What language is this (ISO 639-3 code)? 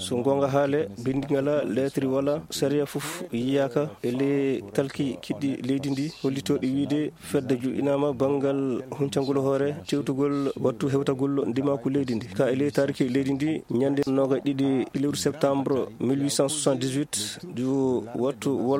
ful